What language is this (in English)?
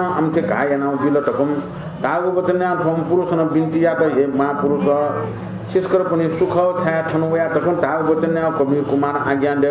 Newari